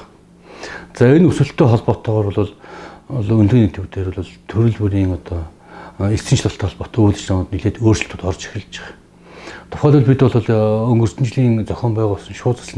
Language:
Mongolian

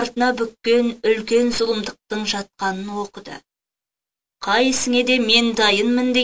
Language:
Kazakh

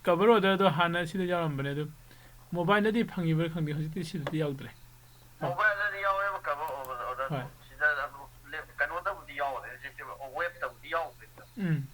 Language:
Manipuri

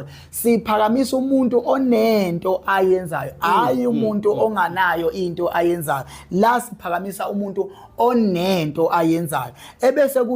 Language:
Zulu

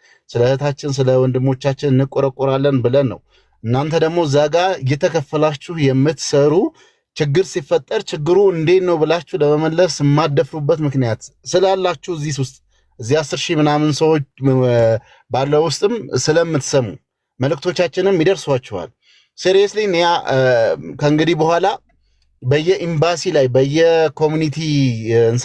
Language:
Amharic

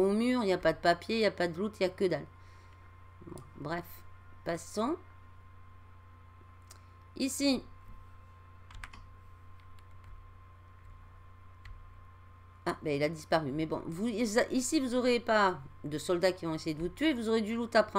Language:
French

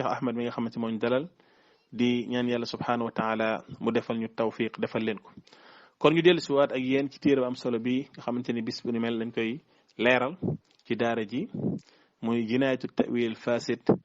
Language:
Wolof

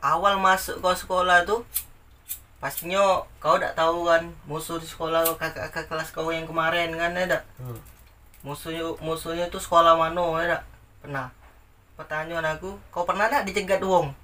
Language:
Musi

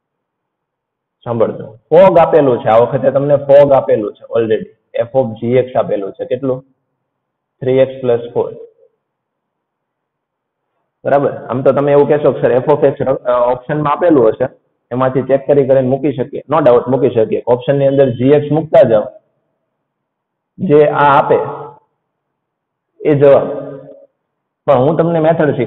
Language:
Gujarati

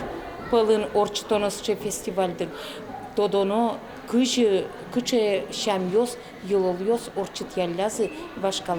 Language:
Udmurt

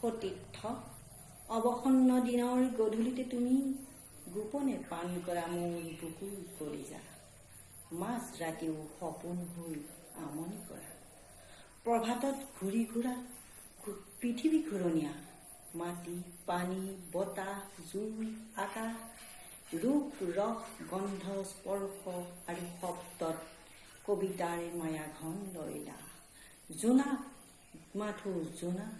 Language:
Assamese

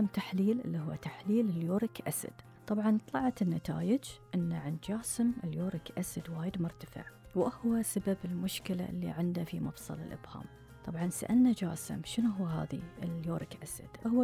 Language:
Gulf Arabic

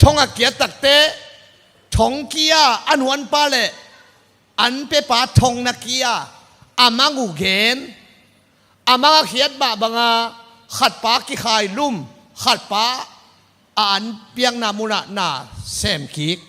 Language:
Tedim Chin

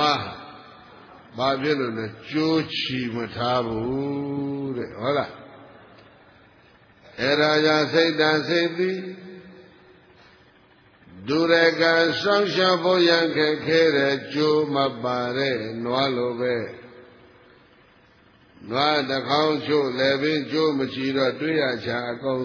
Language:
Burmese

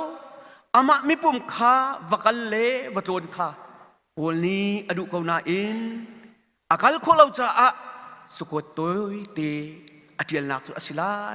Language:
Hakha Chin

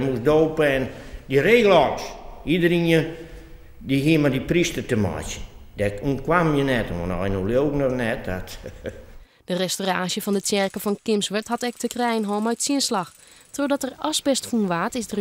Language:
Western Frisian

